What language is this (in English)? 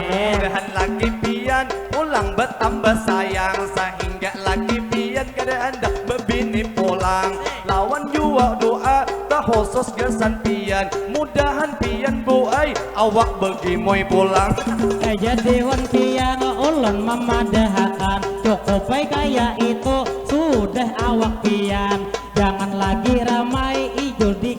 Banjar